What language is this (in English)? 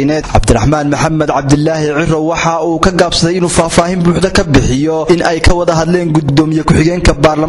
Somali